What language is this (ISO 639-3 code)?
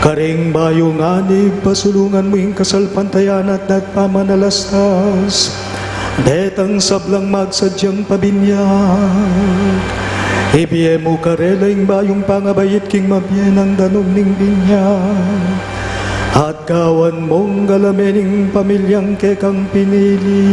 pam